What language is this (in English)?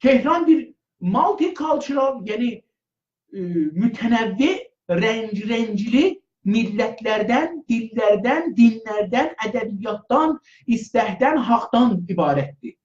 South Azerbaijani